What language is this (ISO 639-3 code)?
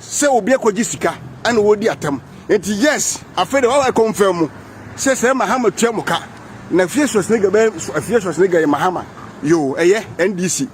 aka